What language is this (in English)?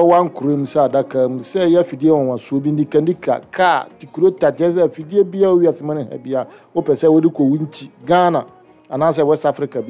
Akan